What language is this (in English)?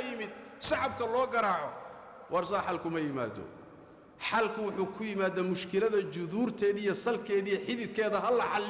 Somali